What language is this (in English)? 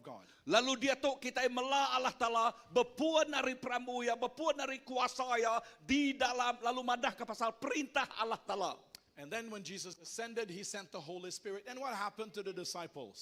Iban